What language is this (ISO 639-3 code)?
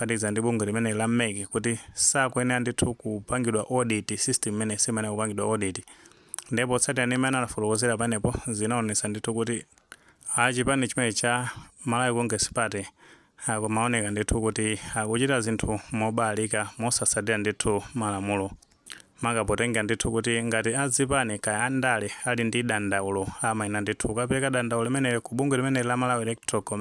nya